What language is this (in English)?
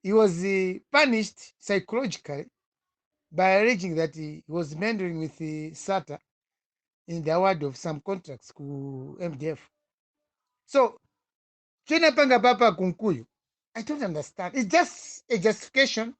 Nyanja